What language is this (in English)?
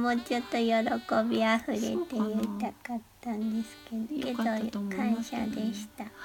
Japanese